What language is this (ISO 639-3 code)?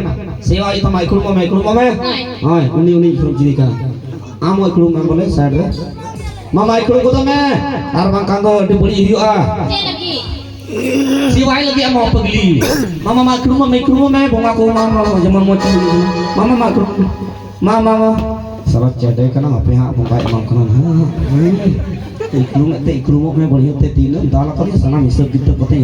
sat